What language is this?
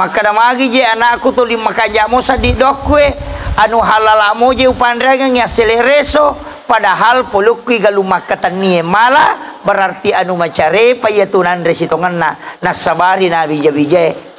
Buginese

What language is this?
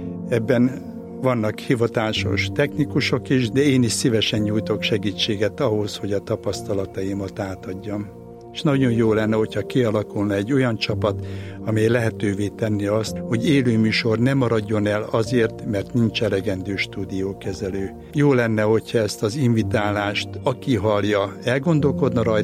Hungarian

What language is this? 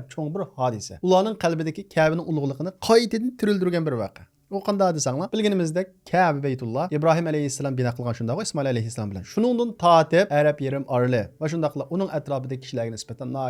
Uyghur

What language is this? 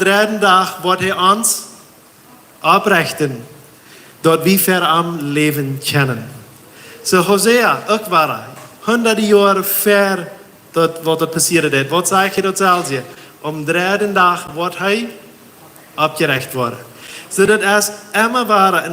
Plautdietsch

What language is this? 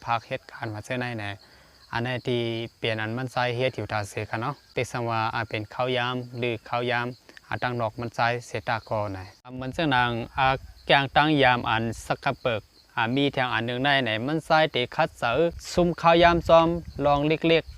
Shan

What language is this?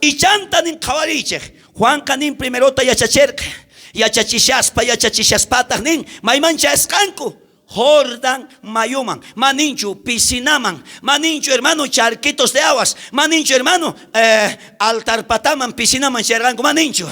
South Bolivian Quechua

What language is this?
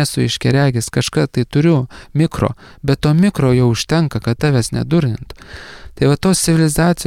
Lithuanian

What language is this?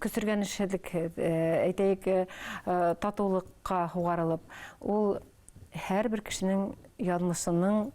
Bashkir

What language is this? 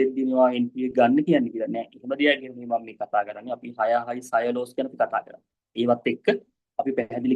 Sinhala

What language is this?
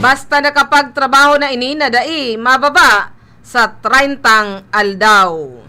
Bikol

